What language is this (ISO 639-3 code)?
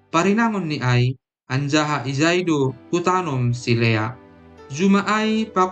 bts